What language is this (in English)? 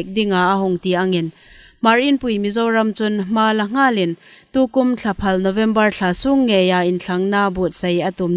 Hmar